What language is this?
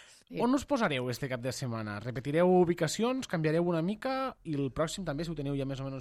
Catalan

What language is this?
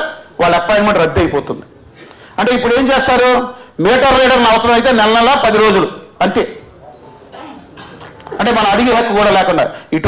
Telugu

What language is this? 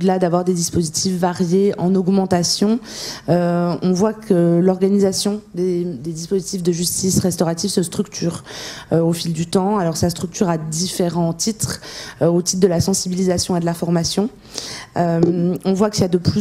French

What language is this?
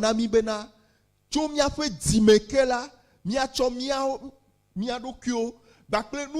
Ewe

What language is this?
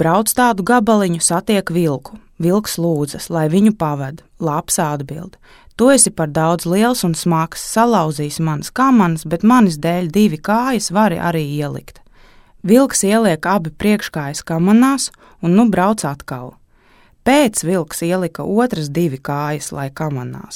Latvian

